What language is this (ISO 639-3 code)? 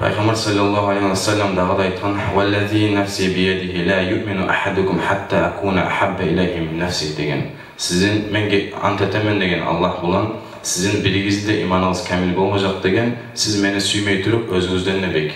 kum